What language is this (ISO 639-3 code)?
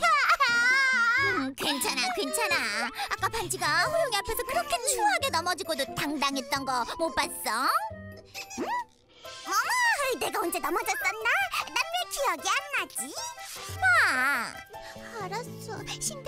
kor